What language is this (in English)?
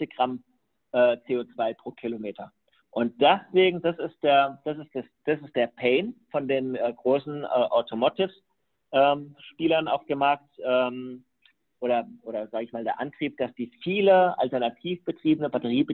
German